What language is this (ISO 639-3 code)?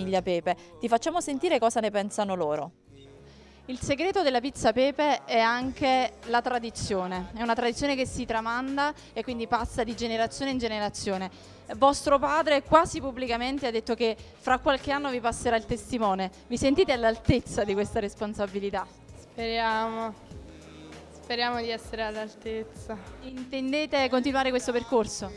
ita